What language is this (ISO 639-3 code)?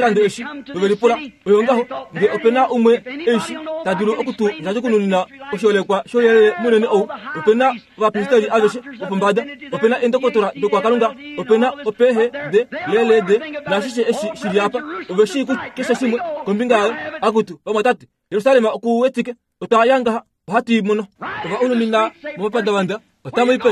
kua